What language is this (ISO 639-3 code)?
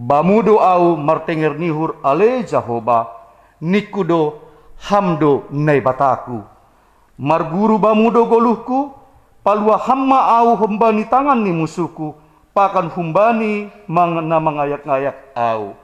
bts